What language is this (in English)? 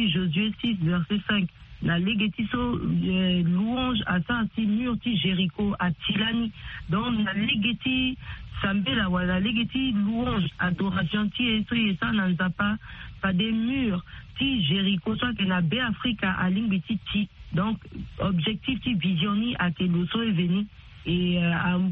Sango